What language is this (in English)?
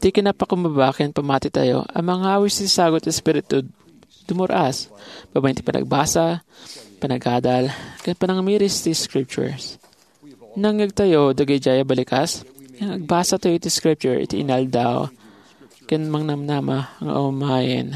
Iloko